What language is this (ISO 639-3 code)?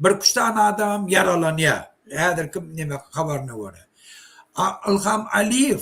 tuk